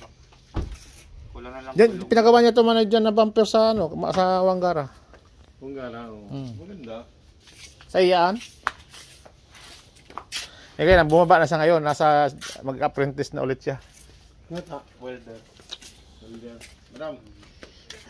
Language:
Filipino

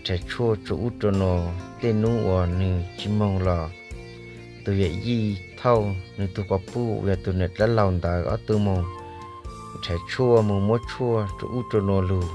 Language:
Hmong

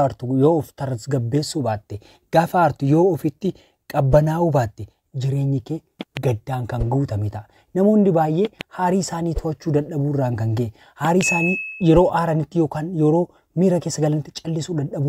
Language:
Oromo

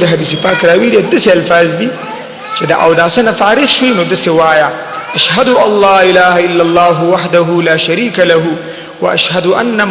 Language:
Pashto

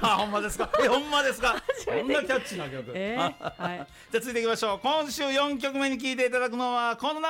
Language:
Japanese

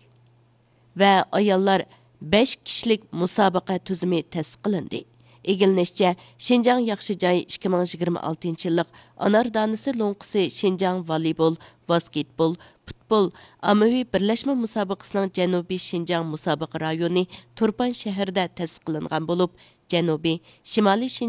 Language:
Uyghur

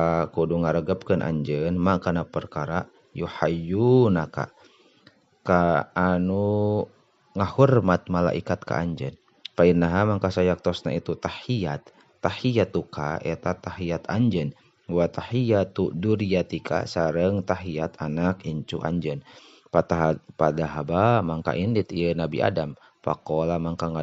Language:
Sundanese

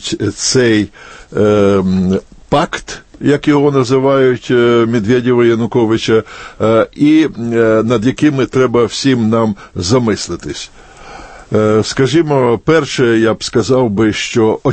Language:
Ukrainian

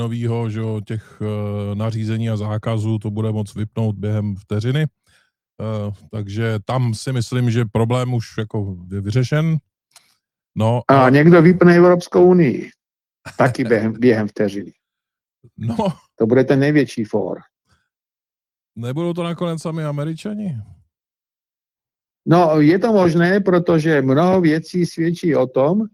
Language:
Czech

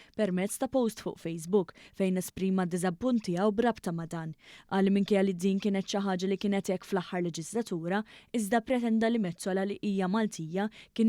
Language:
Maltese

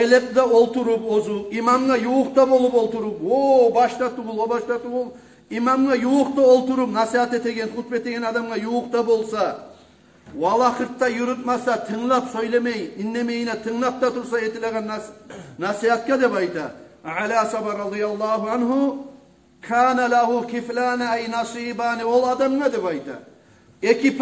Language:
Kumyk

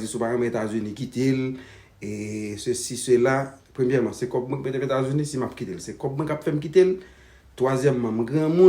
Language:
Haitian Creole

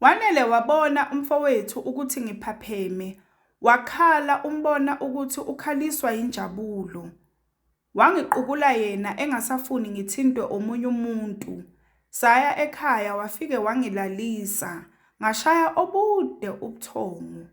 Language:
Zulu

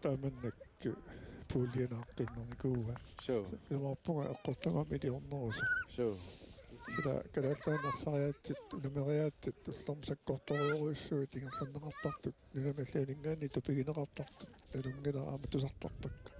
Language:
Kalaallisut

